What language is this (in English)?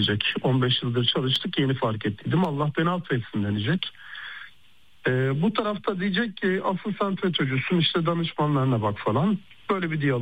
Turkish